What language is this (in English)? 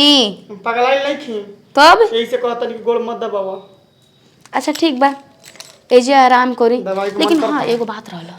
Bhojpuri